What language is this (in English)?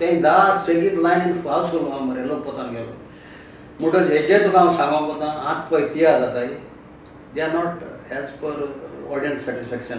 Konkani